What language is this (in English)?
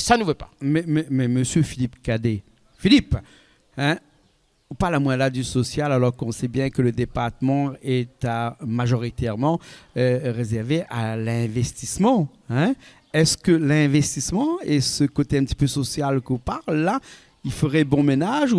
Réunion Creole French